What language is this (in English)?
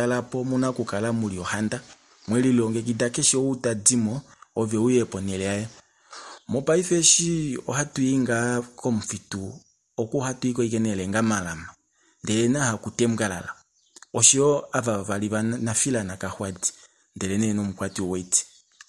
Kuanyama